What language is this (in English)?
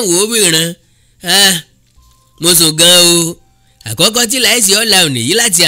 Yoruba